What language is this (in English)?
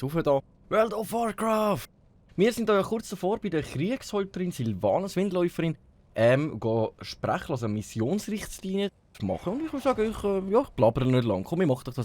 Swiss German